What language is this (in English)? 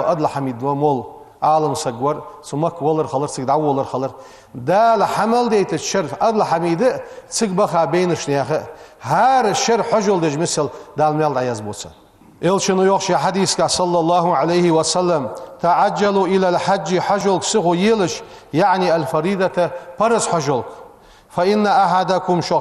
Ingush